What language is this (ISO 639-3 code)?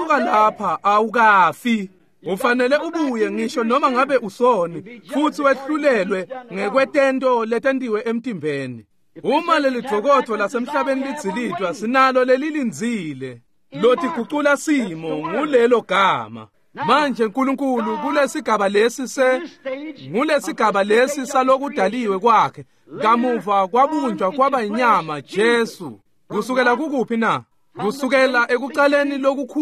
ssw